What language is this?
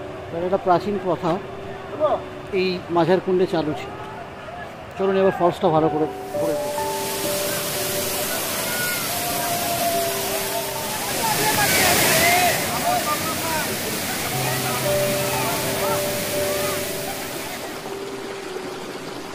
Bangla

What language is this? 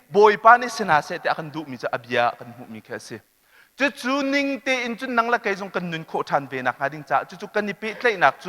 Hakha Chin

